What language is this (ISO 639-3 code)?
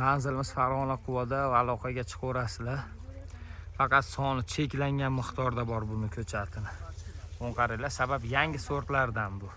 uzb